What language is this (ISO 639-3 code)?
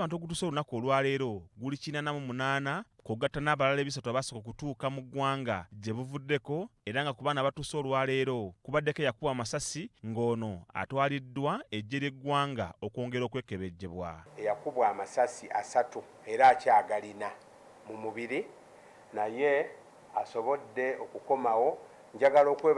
lug